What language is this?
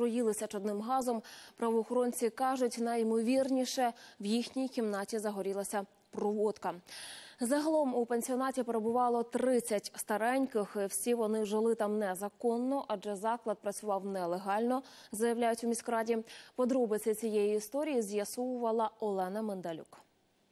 Ukrainian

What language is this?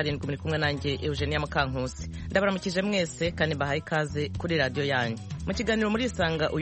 Kinyarwanda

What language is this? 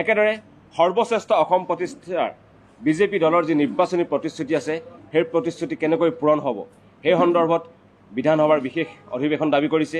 Assamese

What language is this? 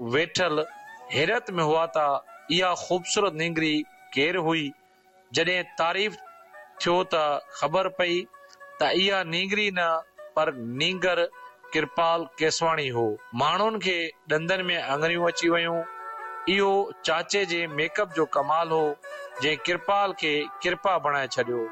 Sindhi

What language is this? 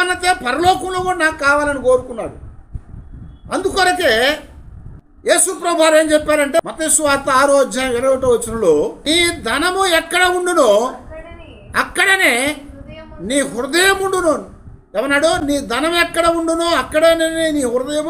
Telugu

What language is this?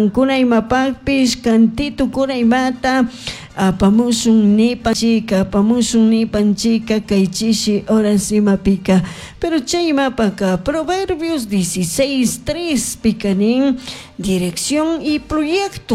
Chimborazo Highland Quichua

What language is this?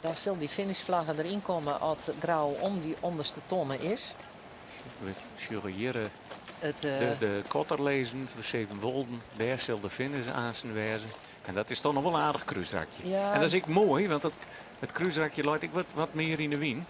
Western Frisian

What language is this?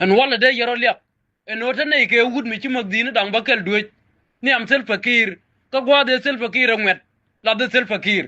Nuer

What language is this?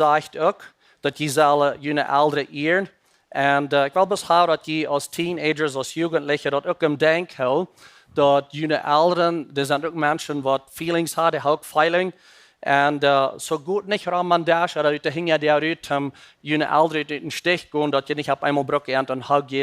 Plautdietsch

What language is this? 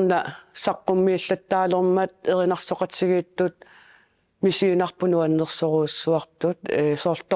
Kalaallisut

